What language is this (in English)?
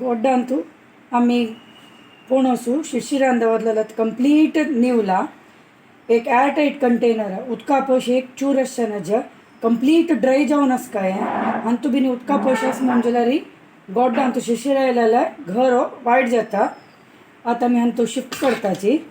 Konkani